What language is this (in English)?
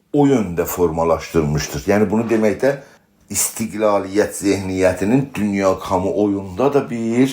South Azerbaijani